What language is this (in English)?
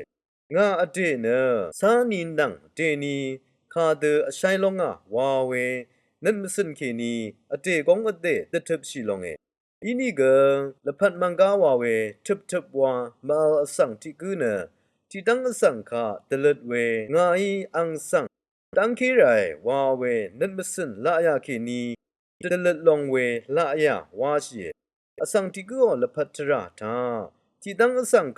Rawang